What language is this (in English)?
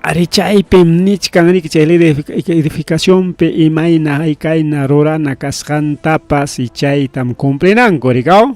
Ayacucho Quechua